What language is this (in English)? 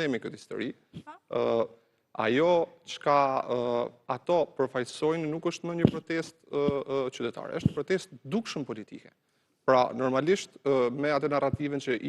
Albanian